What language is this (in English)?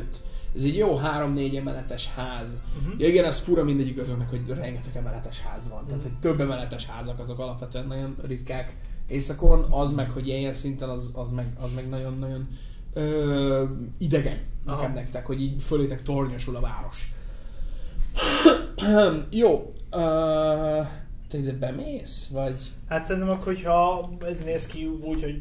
Hungarian